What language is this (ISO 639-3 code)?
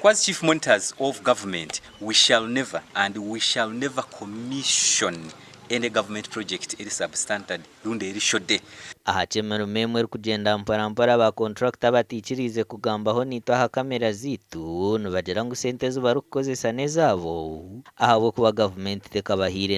nyn